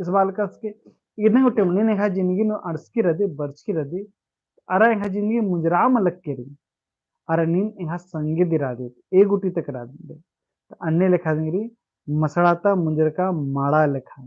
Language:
Kurukh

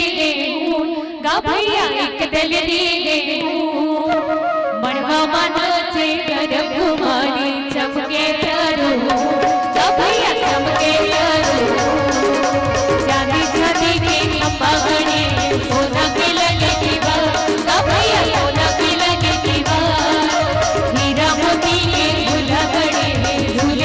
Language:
Chhattisgarhi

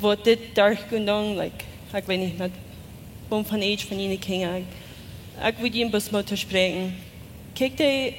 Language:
Plautdietsch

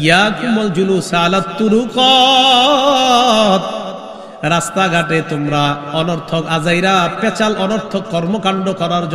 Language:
Bangla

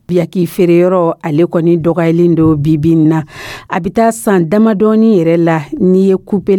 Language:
Dyula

